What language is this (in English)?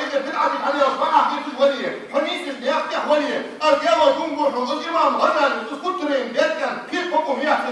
Ingush